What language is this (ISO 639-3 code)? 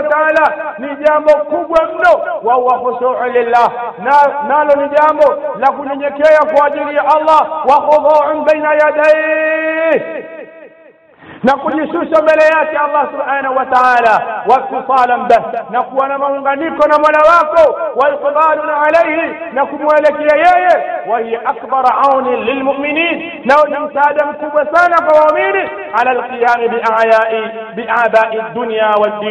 swa